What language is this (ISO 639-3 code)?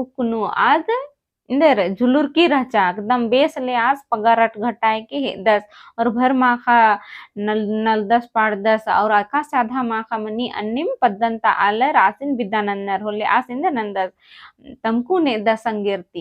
kru